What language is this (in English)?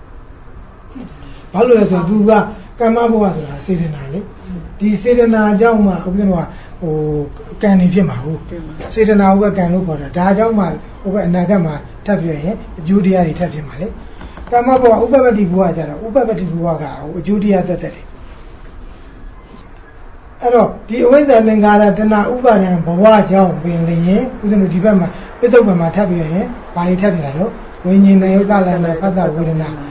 Burmese